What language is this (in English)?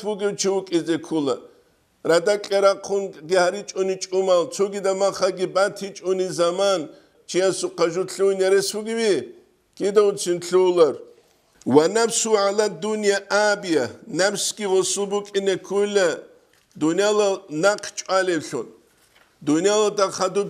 Avaric